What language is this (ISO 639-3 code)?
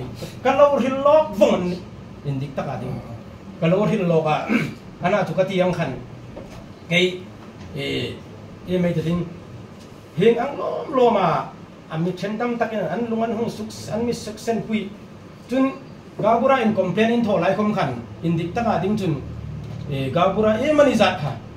hmr